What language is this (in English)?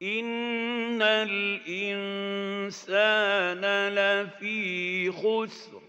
Tajik